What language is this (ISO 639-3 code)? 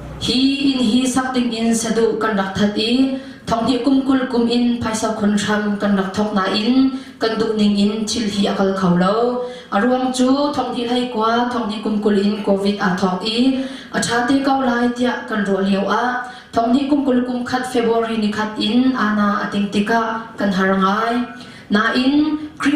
cnh